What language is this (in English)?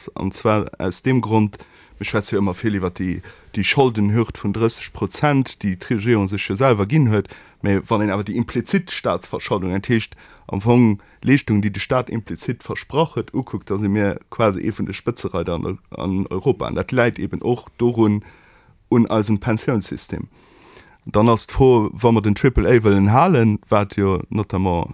Luxembourgish